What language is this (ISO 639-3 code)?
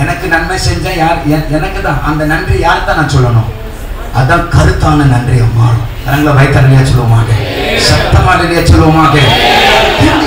tam